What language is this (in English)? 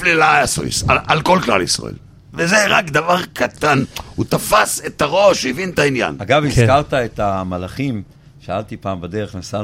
Hebrew